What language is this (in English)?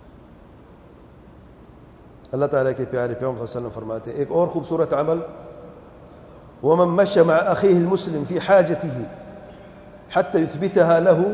Urdu